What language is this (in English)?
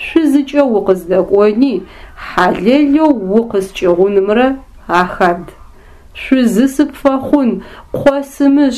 Adyghe